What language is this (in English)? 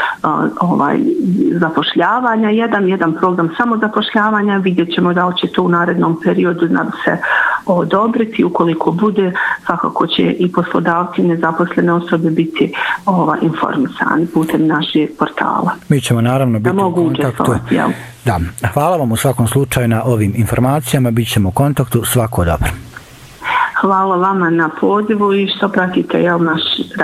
Bosnian